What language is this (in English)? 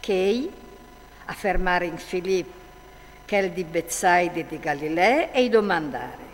Friulian